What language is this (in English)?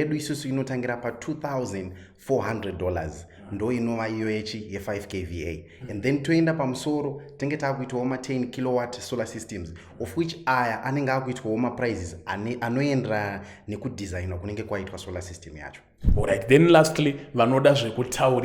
Shona